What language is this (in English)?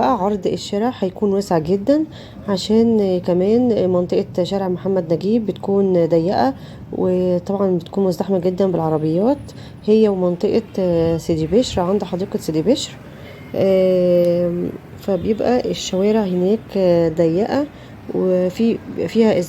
Egyptian Arabic